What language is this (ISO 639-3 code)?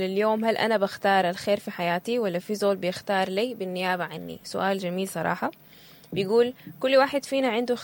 apd